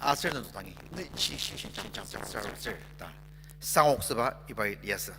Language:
Ao Naga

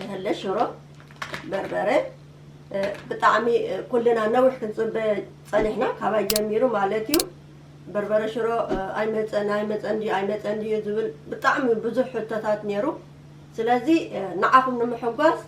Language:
Tigrinya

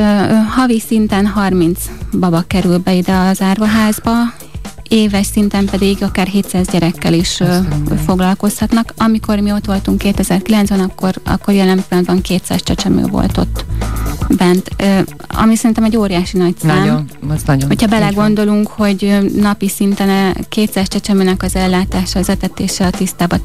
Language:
Hungarian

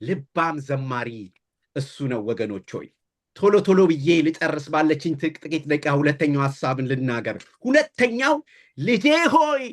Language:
Amharic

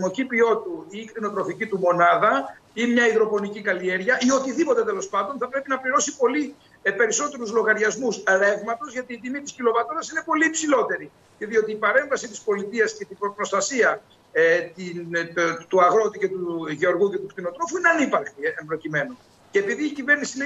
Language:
Greek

